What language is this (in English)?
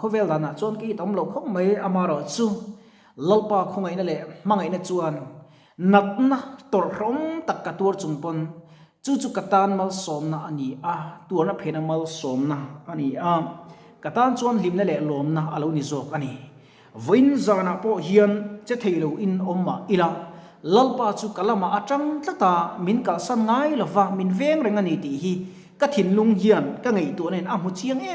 Mizo